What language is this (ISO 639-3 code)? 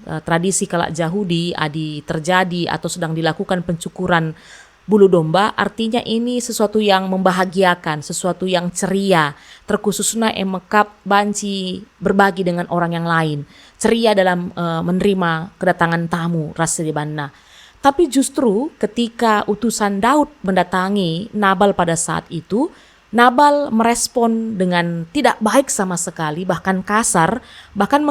btx